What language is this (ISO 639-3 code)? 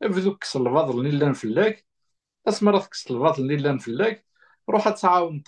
kab